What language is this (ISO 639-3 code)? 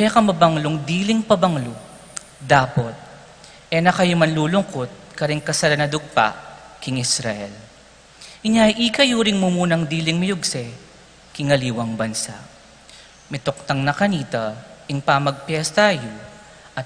pam